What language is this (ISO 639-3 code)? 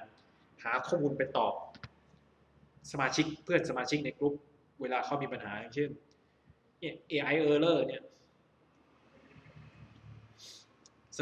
tha